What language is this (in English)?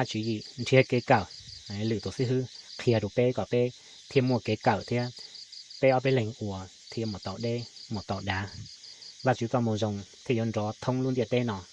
Hmong